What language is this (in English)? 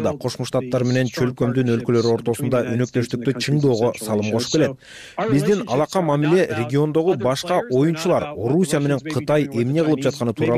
Kyrgyz